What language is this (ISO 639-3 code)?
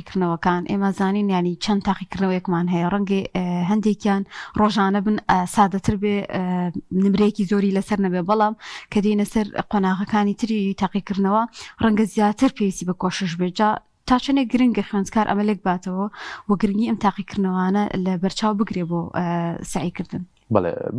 ckb